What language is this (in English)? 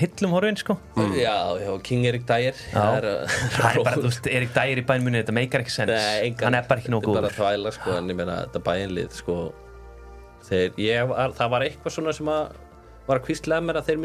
Icelandic